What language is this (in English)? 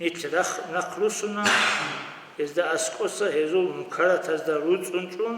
Avaric